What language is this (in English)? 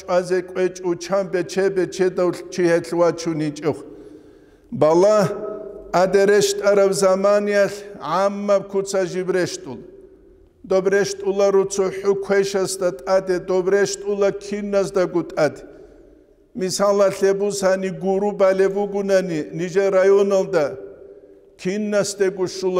Avaric